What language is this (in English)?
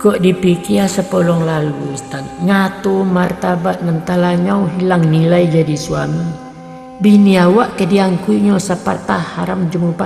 Minangkabau